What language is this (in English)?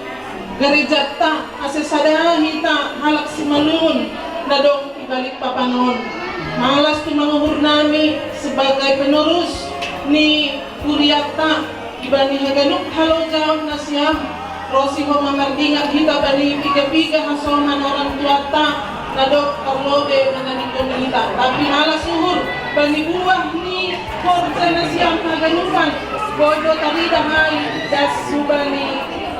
Batak Simalungun